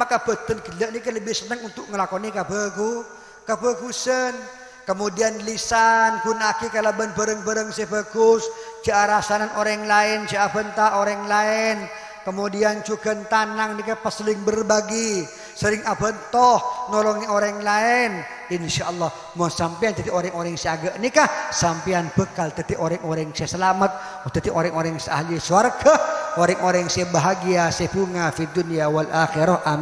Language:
Madurese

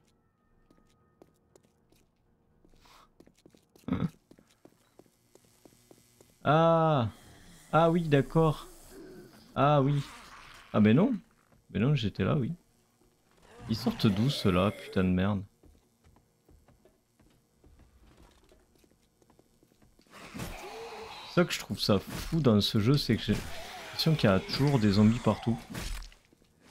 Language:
French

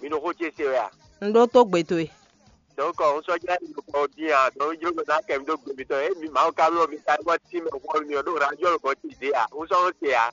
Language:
Fon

